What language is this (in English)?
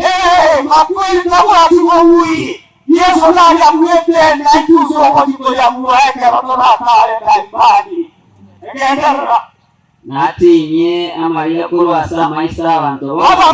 Gusii